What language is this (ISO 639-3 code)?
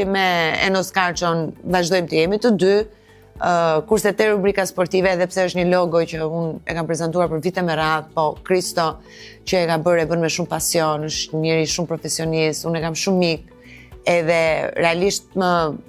sqi